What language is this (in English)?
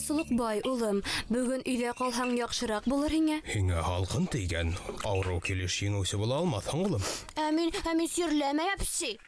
Bashkir